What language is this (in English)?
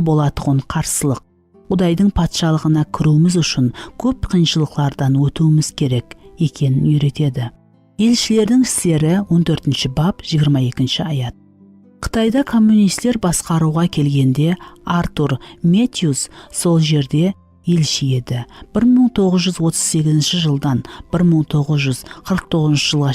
Kara-Kalpak